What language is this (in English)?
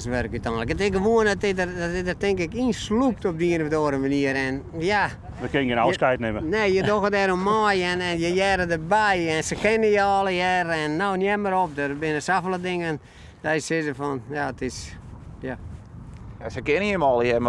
Western Frisian